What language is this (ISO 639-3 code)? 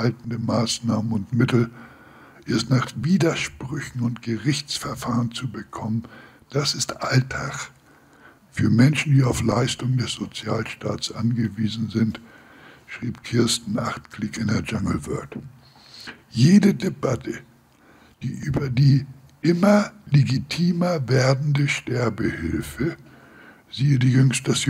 deu